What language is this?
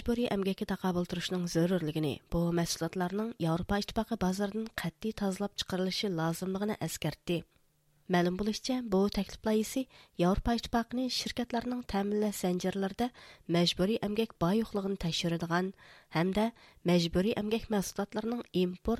Uyghur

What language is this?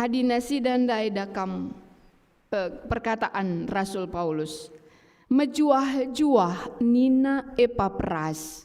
Batak Karo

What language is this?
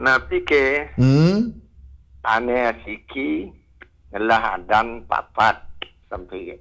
Balinese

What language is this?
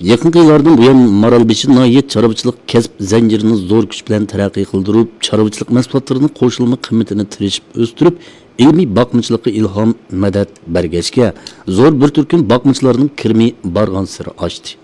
Uyghur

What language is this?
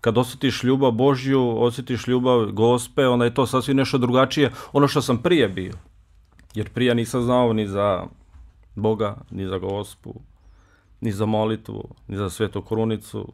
Bosnian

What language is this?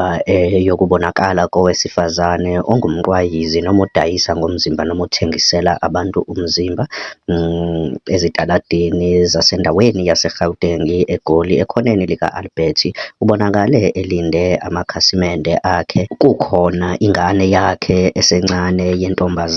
Zulu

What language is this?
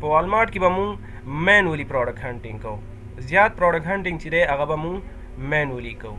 Pashto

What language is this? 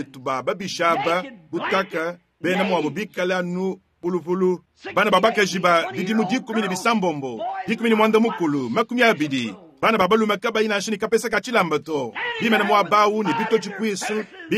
Luba-Lulua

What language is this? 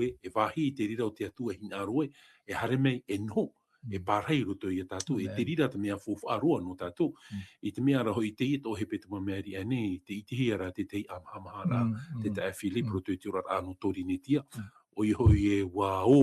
Tahitian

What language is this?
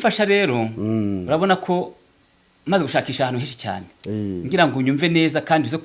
Kinyarwanda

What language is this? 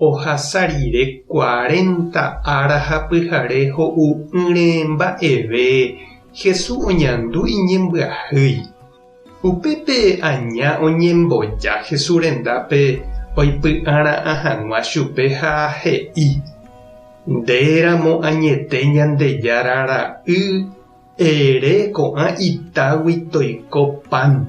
Guarani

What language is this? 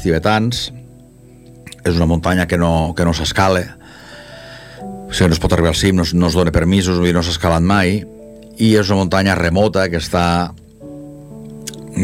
Catalan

